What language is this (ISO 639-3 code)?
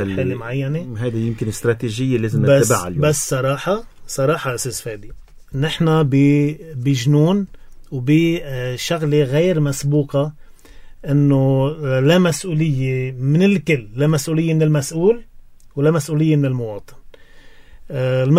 apc